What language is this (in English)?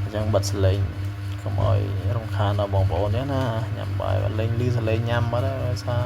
Khmer